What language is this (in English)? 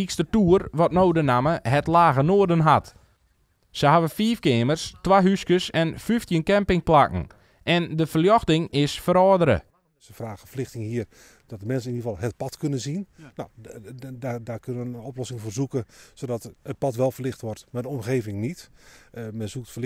Western Frisian